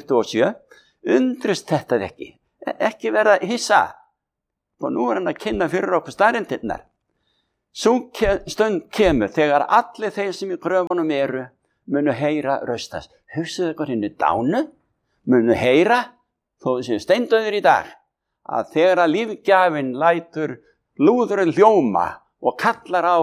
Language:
Icelandic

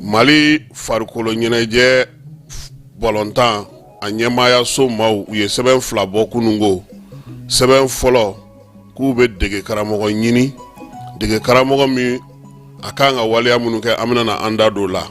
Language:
Bambara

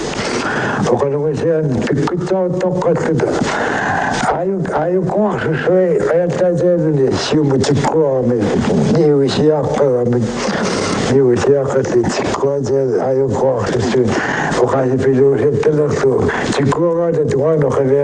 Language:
Kalaallisut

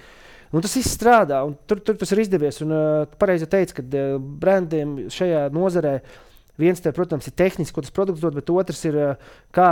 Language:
Latvian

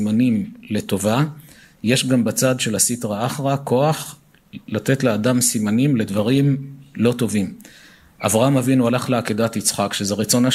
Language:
Hebrew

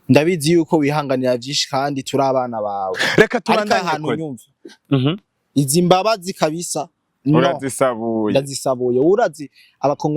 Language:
Rundi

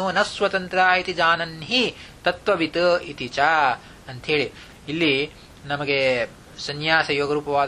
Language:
Kannada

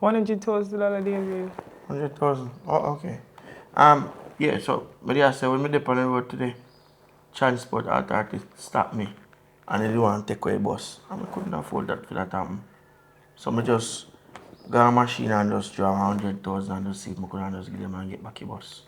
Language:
Jamaican Creole English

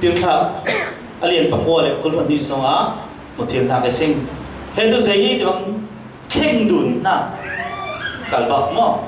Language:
Falam Chin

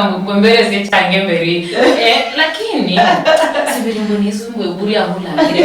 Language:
Luyia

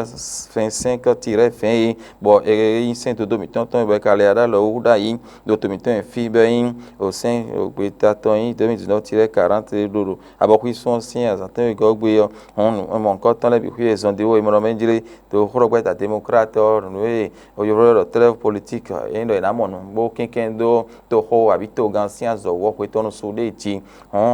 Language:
Fon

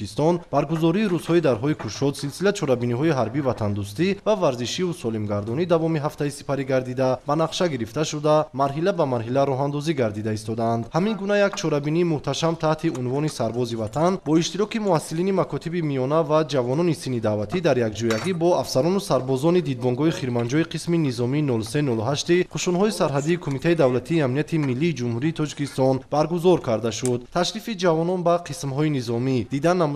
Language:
Tajik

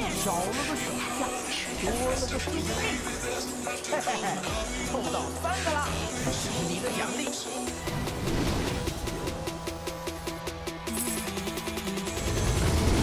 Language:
Chinese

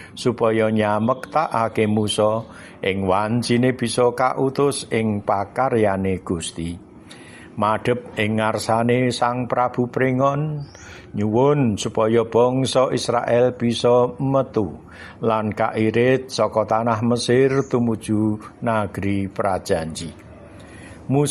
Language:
Javanese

